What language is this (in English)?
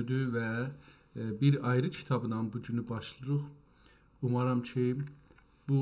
South Azerbaijani